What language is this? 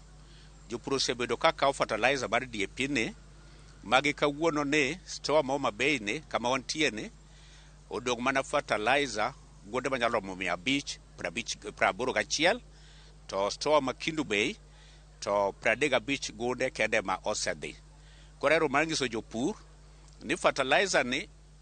Luo (Kenya and Tanzania)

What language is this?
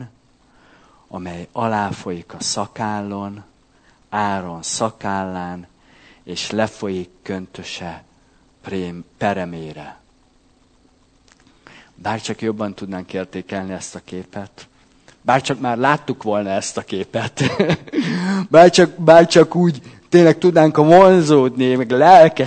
Hungarian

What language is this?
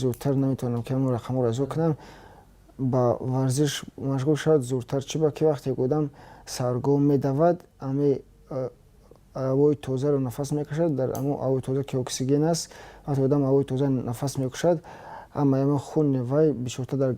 Tajik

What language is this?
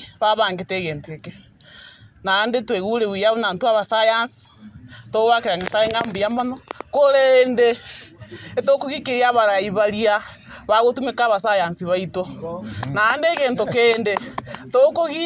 Gusii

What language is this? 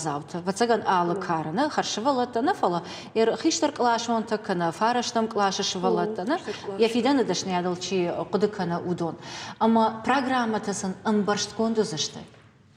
Ossetic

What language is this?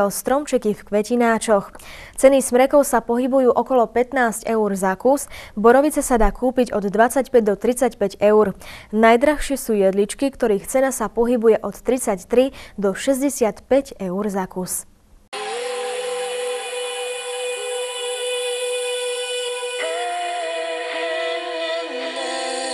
Slovak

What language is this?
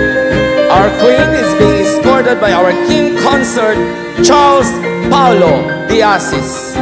Hiligaynon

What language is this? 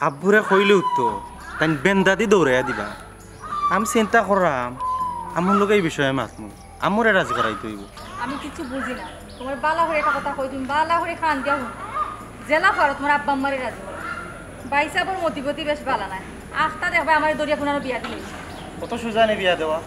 Sylheti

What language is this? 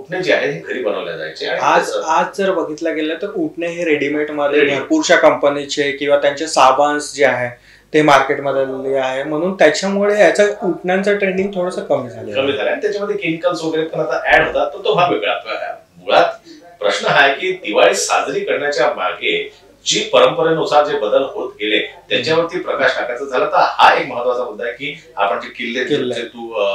Marathi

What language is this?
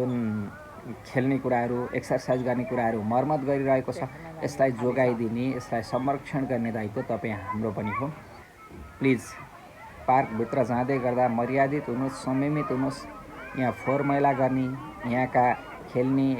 Nepali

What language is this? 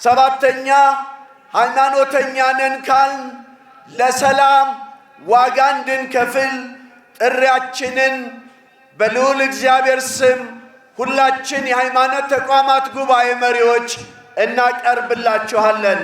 Amharic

